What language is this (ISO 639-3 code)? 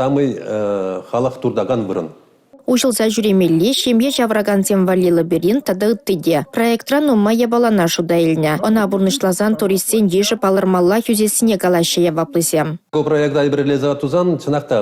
chv